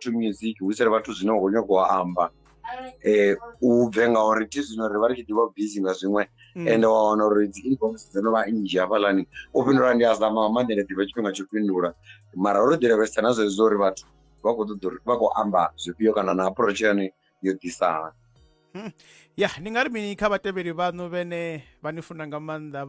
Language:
Venda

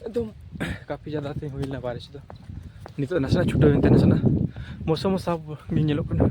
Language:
Santali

